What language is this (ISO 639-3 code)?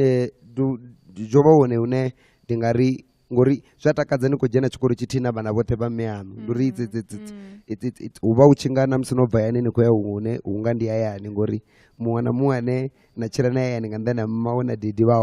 ven